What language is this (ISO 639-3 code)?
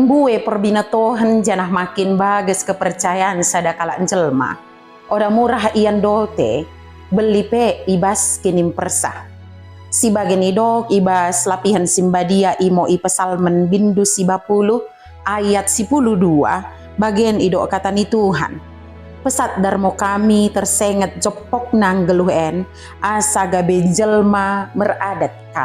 btd